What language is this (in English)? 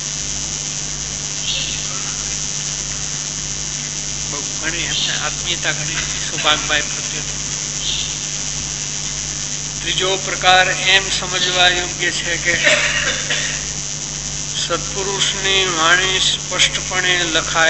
Gujarati